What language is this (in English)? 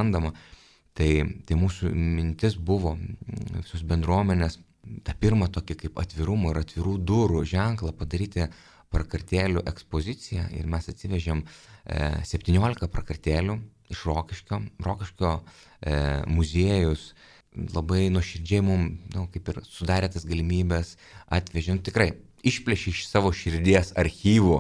Lithuanian